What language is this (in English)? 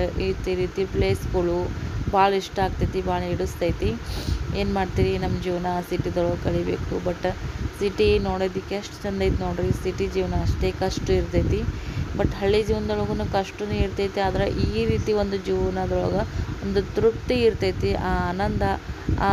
Kannada